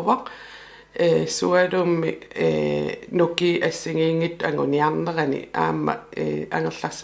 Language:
Kalaallisut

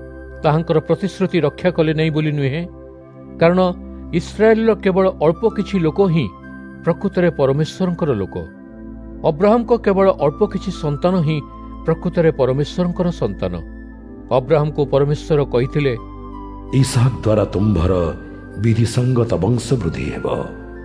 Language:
Odia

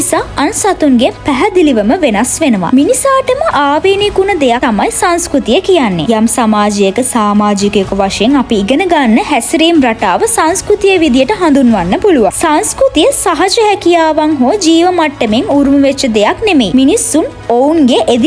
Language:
Sinhala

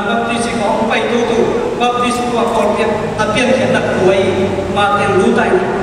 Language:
Tedim Chin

